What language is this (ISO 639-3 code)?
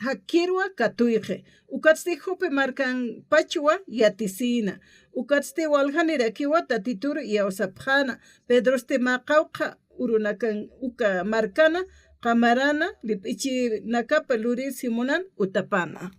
aym